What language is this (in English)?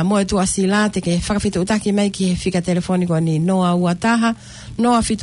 Tongan